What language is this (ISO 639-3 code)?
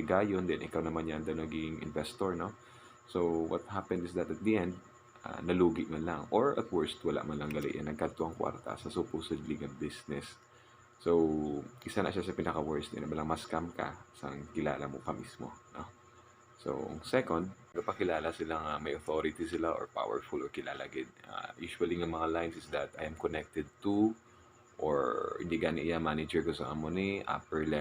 hil